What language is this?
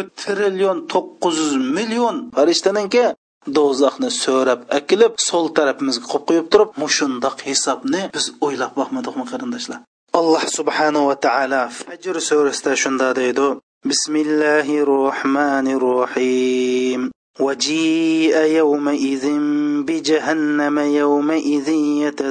Uyghur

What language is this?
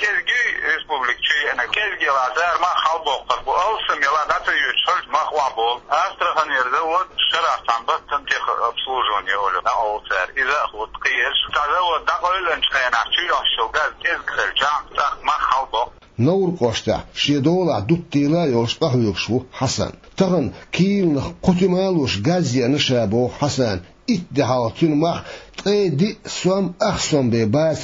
Chechen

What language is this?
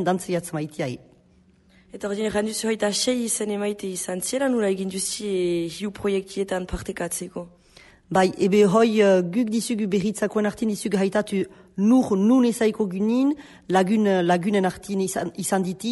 Basque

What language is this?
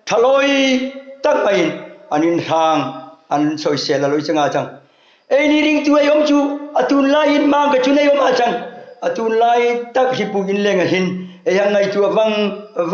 Hmar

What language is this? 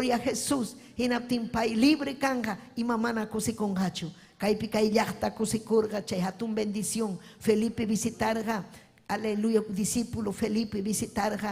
Ayacucho Quechua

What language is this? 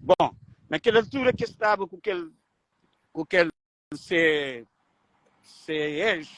Kabuverdianu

